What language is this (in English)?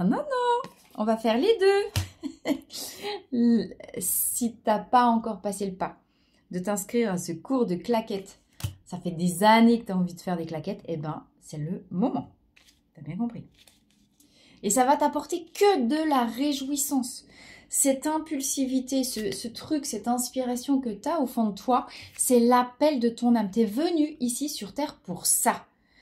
French